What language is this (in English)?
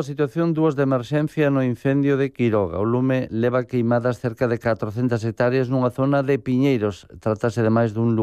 Galician